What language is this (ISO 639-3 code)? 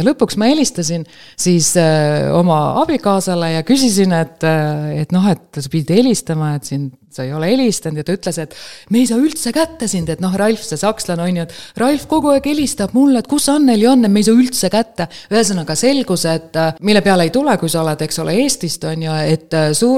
est